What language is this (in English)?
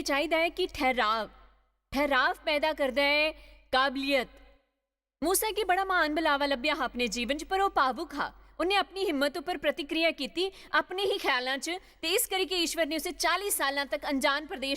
Dogri